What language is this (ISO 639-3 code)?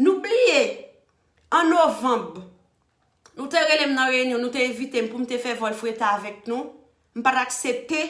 hat